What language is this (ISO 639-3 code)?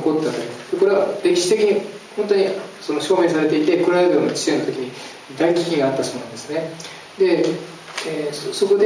jpn